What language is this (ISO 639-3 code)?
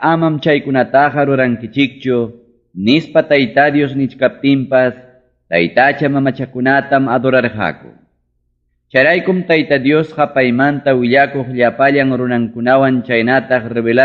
quy